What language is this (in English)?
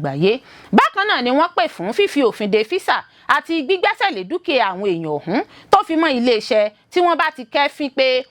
Yoruba